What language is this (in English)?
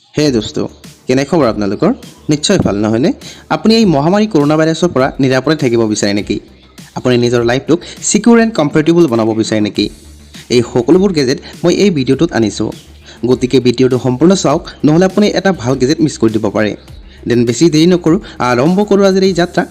Assamese